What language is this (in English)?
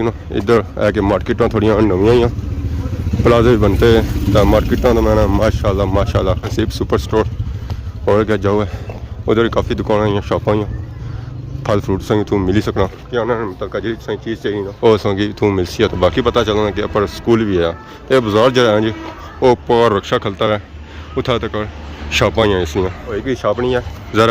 Pahari-Potwari